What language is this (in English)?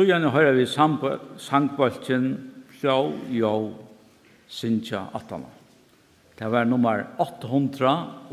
Faroese